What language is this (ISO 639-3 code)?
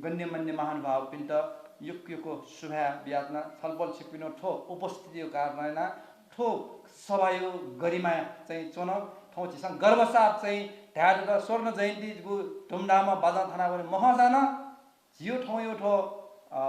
new